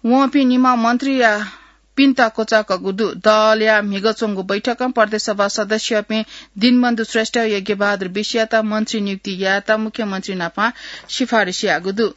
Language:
Newari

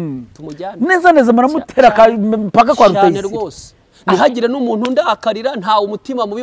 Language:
Kinyarwanda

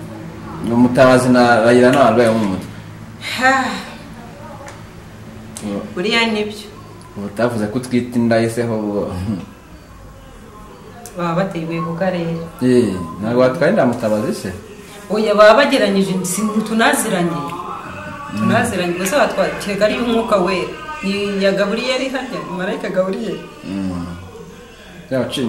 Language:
Kinyarwanda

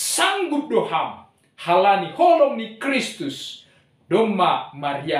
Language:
Batak Simalungun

